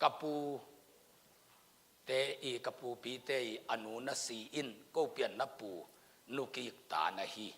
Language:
Tedim Chin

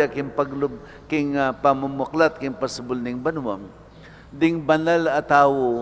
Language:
Pampanga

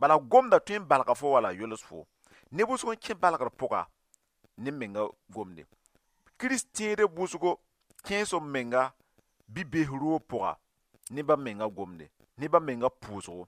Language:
Mossi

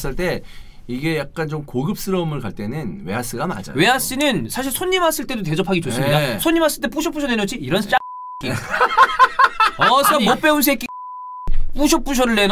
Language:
Korean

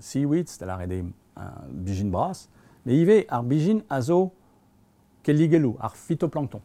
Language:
Breton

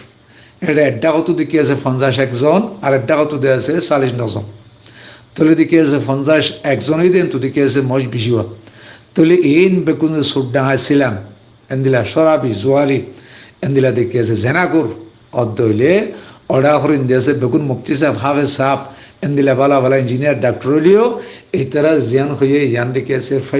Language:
Rohingya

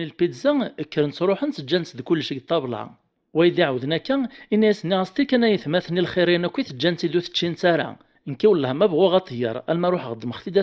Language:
Kabyle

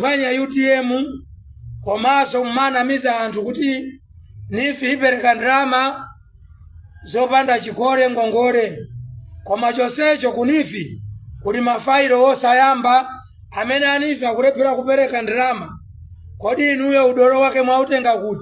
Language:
Nyanja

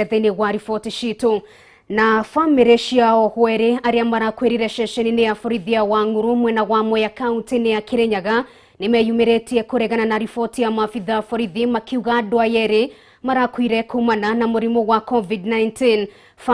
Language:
Kikuyu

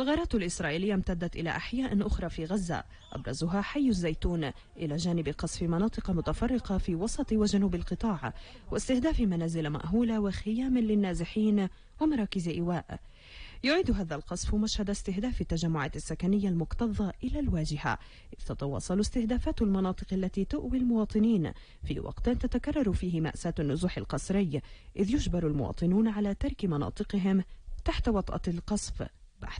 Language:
Arabic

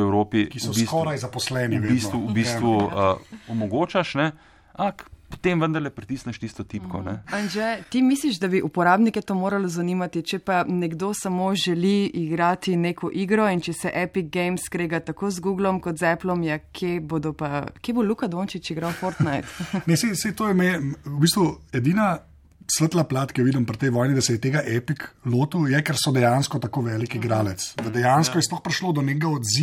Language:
Slovenian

